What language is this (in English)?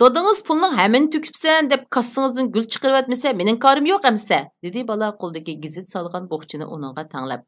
Uyghur